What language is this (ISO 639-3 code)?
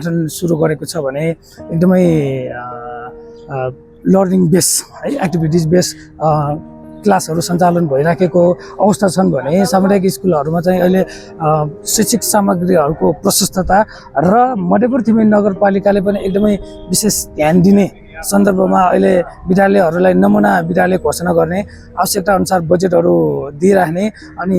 nep